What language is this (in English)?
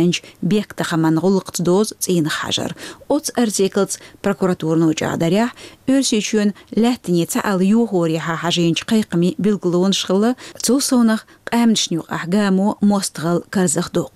Chechen